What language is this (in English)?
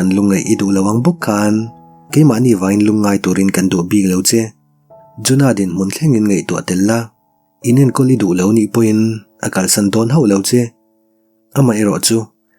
Mizo